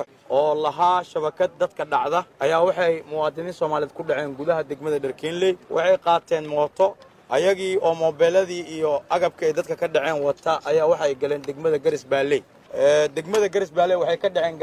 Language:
Somali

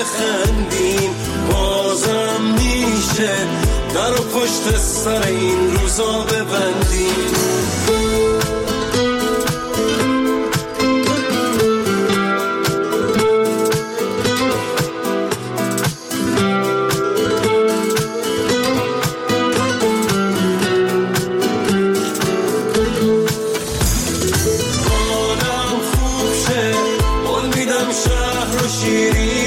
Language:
Persian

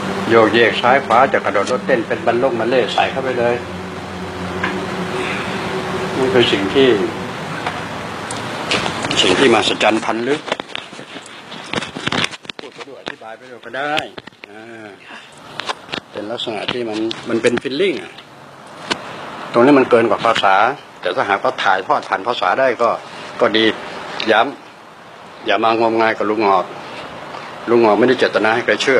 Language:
Thai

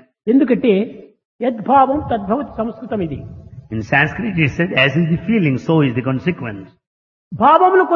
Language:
Telugu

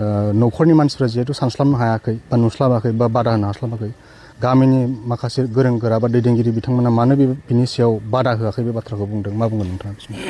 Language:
Bodo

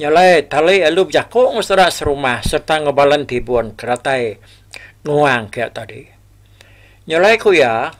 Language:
Iban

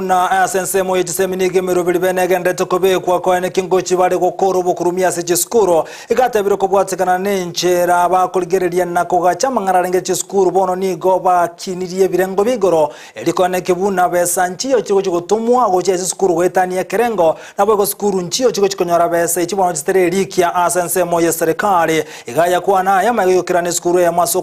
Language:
Gusii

